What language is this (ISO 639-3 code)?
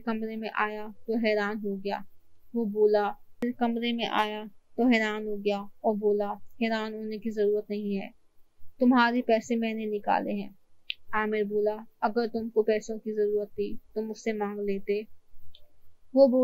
urd